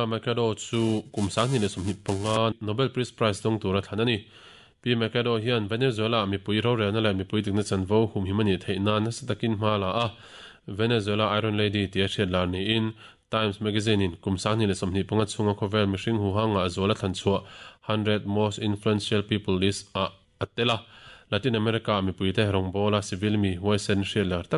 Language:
Mizo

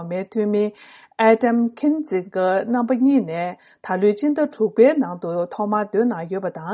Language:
Tibetan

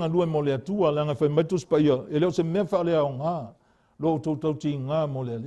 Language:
Samoan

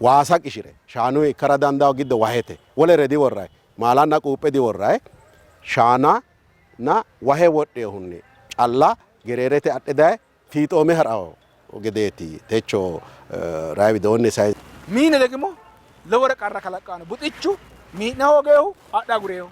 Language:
Sidamo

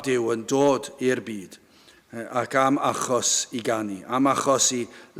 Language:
Welsh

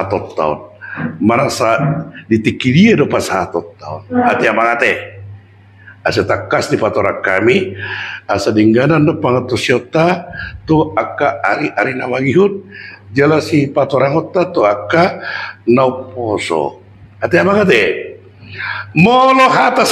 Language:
Batak Toba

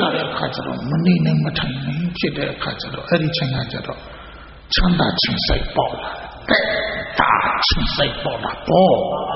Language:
Burmese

